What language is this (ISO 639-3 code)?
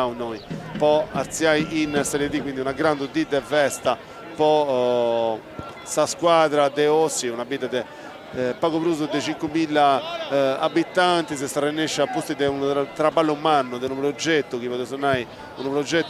srd